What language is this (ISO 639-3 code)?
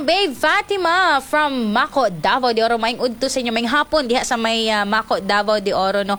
ceb